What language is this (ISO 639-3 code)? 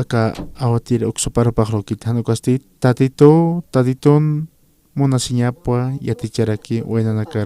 aym